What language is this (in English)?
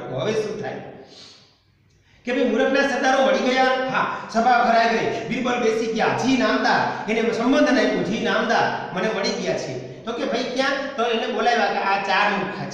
Gujarati